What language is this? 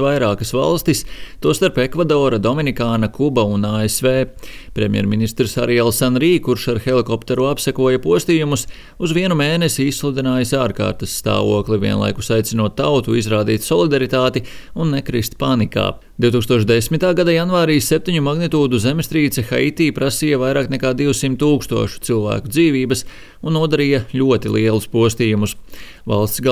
Latvian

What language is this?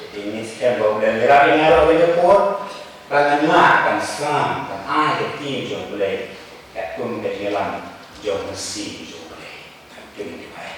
Khasi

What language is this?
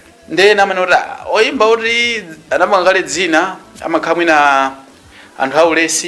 Nyanja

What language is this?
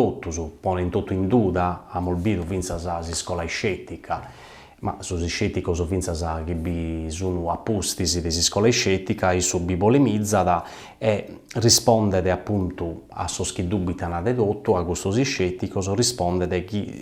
Sardinian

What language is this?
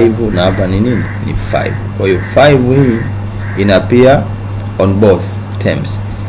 Swahili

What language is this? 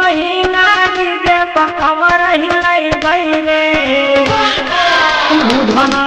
Bhojpuri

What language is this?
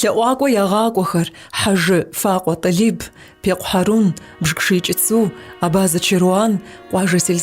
Kabardian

